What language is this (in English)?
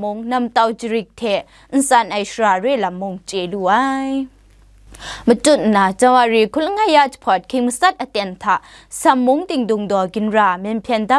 Kachin